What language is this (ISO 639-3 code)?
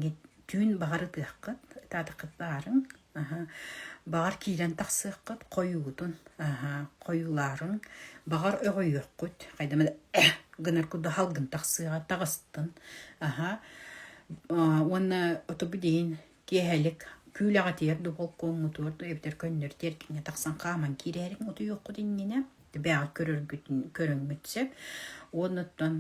sah